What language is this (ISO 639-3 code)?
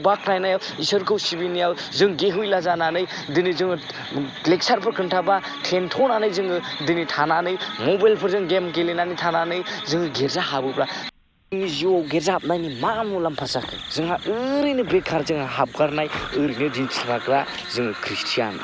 brx